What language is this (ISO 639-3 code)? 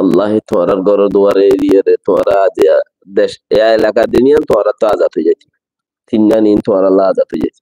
rhg